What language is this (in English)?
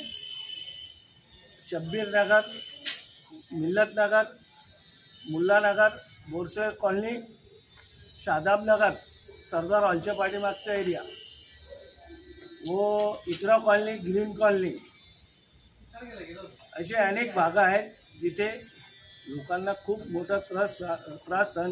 Marathi